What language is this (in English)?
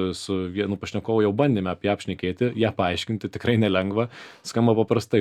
Lithuanian